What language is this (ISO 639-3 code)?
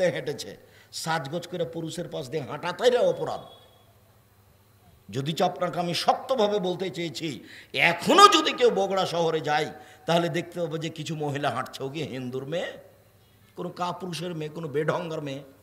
ben